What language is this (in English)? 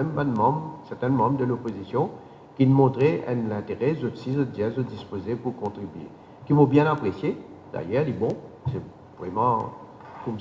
Morisyen